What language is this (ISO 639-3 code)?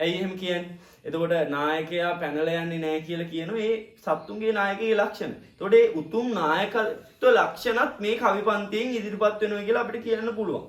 sin